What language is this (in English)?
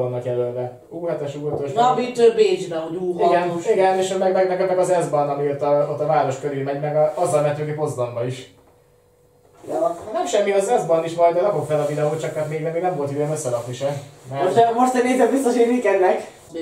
Hungarian